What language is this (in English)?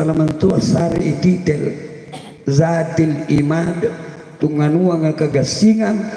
Makasar